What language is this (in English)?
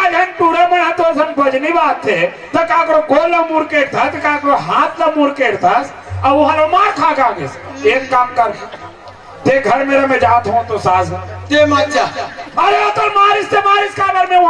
Chhattisgarhi